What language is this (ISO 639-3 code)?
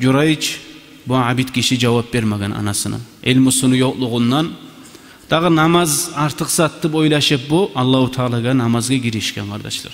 kum